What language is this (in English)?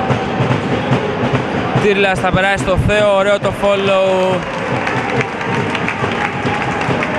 Greek